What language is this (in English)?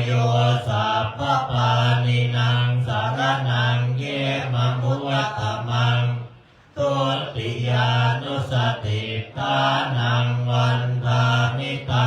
Pali